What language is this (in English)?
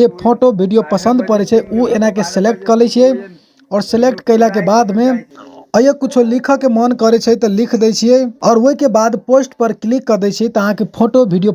Maithili